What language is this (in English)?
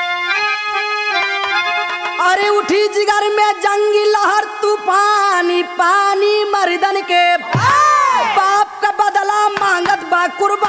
Bhojpuri